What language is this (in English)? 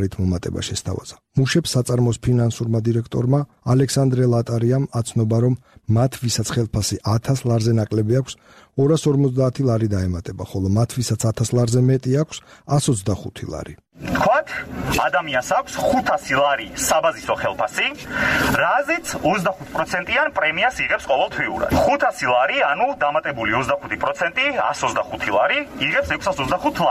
Georgian